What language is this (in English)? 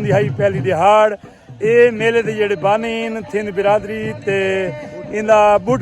Saraiki